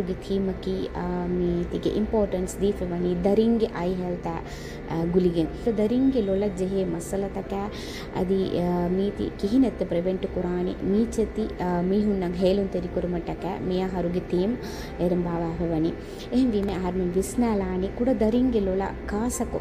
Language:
Divehi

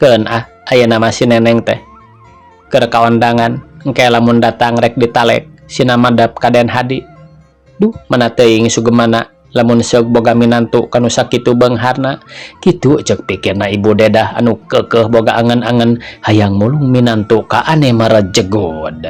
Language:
Sundanese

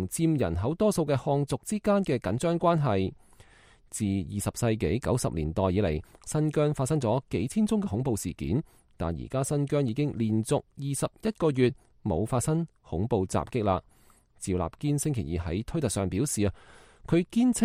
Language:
Cantonese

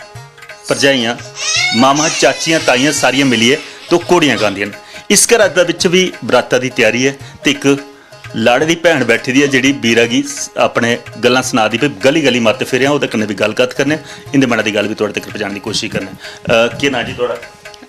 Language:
Dogri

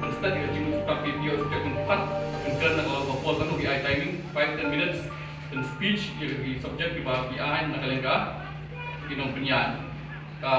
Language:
Khasi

